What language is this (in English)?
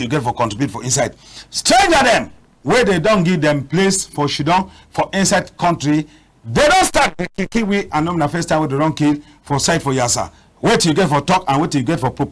Cameroon Pidgin